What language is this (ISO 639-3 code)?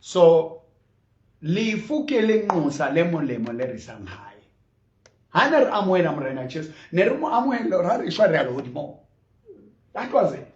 sot